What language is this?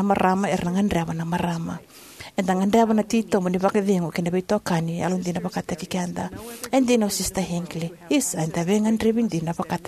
Fijian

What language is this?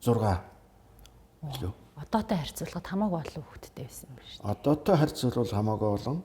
Mongolian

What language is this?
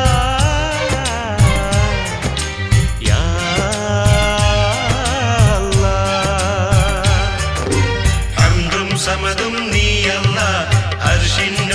Malayalam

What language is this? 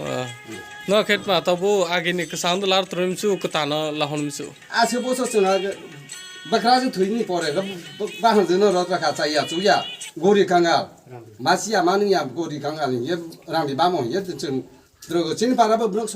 Kok Borok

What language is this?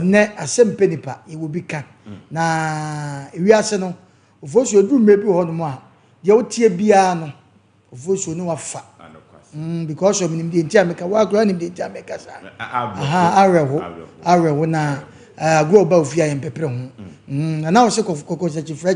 Akan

